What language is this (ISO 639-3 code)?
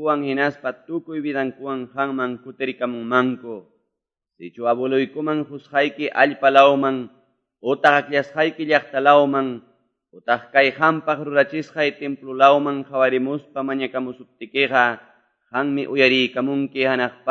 que